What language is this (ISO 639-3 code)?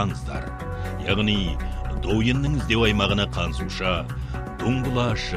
kaz